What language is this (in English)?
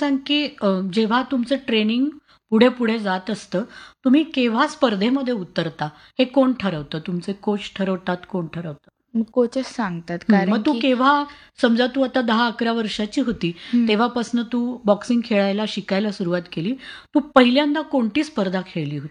Marathi